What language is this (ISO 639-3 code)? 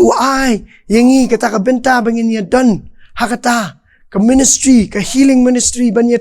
kha